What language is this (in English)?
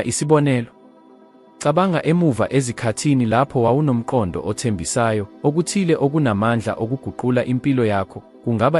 Zulu